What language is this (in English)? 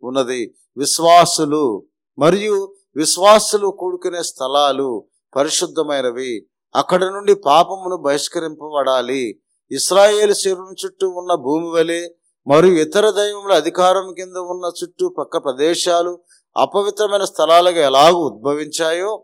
Telugu